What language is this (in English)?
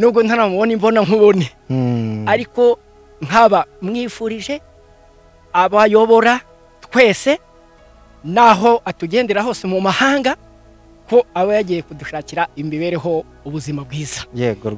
Kinyarwanda